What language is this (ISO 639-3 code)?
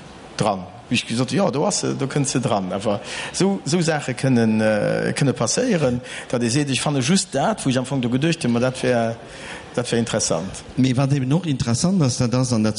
ltz